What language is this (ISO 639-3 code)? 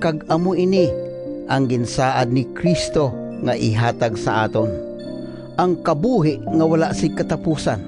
hil